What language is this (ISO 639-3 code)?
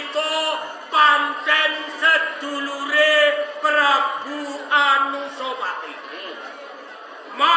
jav